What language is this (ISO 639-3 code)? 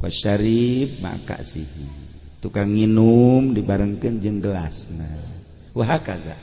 sun